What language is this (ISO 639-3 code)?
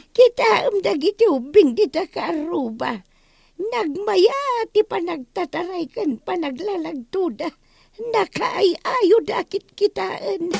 ilo